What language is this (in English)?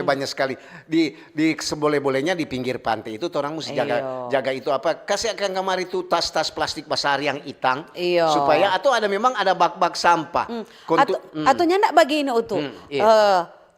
Manado Malay